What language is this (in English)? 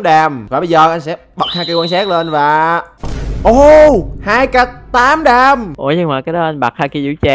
Vietnamese